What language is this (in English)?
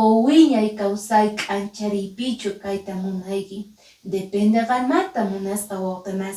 Quechua